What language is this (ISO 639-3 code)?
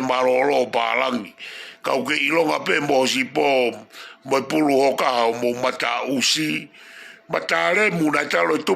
ton